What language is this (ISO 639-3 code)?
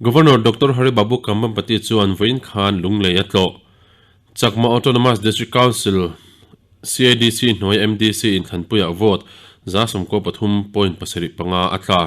lus